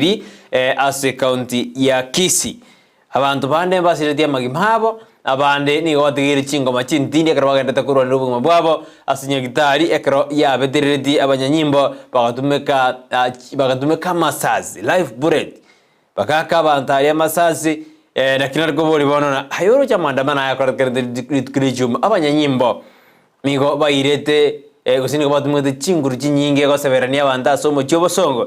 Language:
Gusii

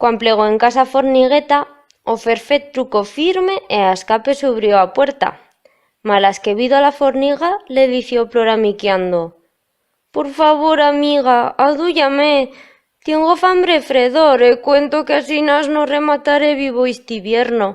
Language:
Aragonese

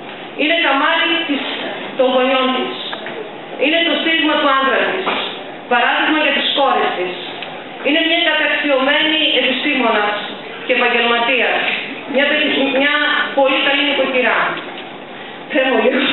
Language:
Greek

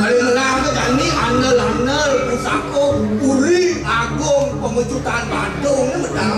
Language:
Balinese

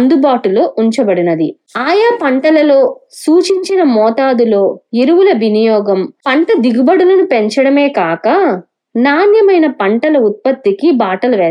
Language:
Telugu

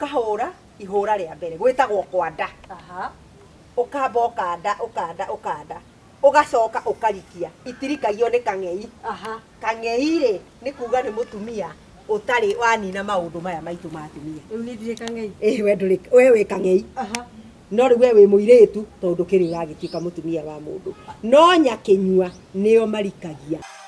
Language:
Kikuyu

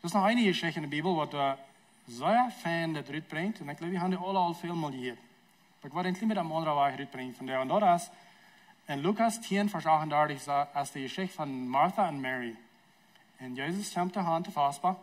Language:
Plautdietsch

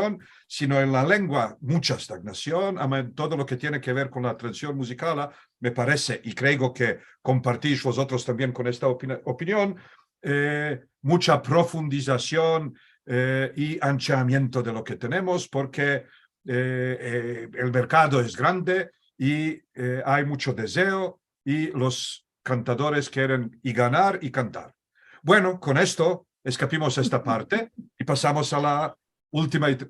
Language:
Ladino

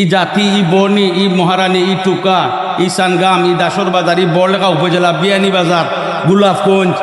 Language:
Sylheti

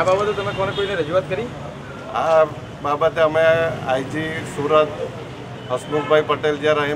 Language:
Gujarati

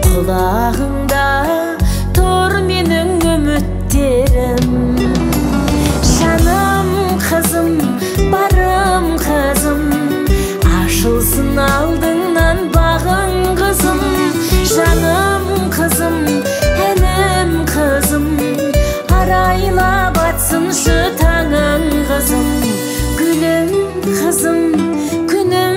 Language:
Kazakh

